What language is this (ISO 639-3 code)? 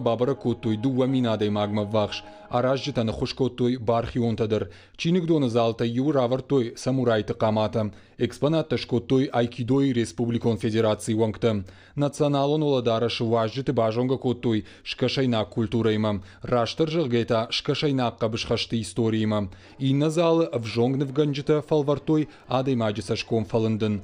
oss